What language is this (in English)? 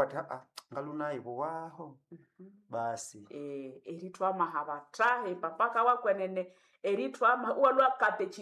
Nande